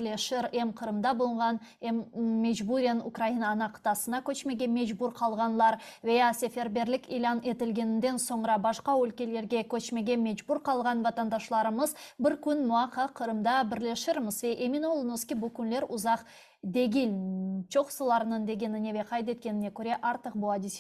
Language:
Crimean Tatar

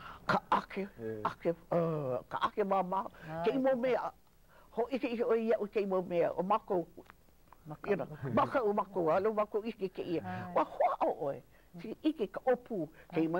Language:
Hawaiian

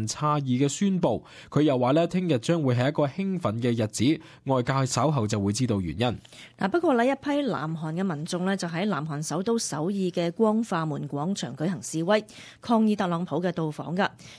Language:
Cantonese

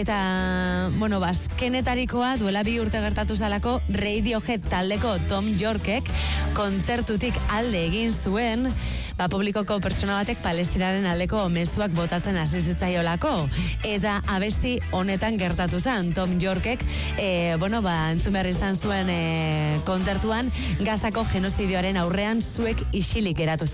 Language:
Basque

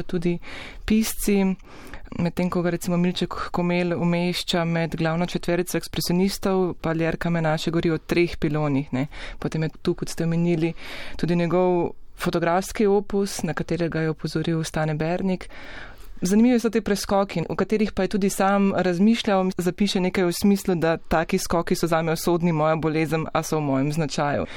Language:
Slovenian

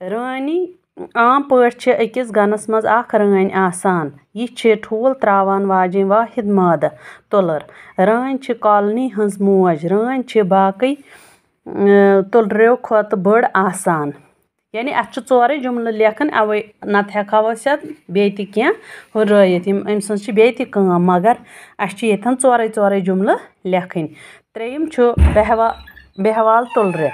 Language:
Kashmiri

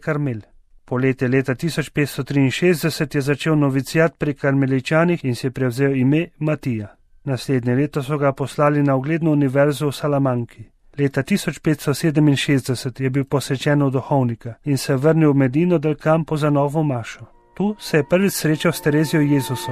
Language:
Slovenian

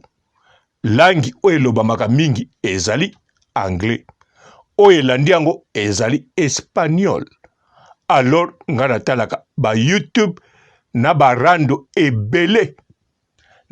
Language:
Lingala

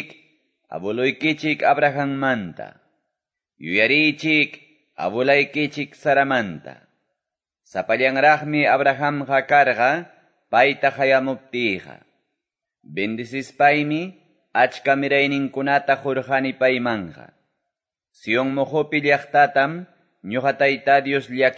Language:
Quechua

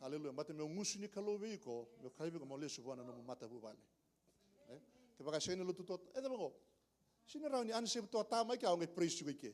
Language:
Fijian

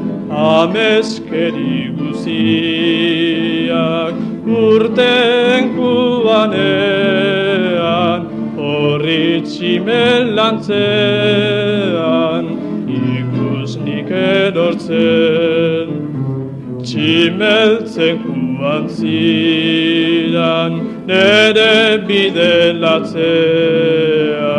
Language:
Basque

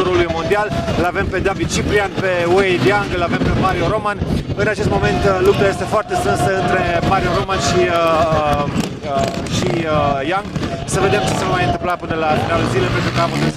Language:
Romanian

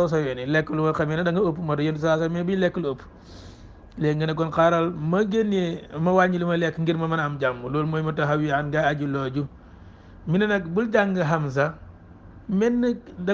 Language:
Wolof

